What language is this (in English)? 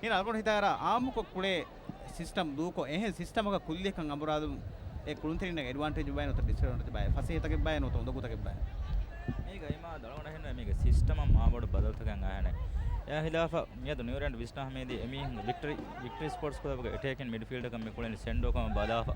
Divehi